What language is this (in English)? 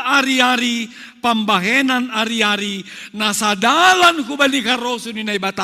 Batak Simalungun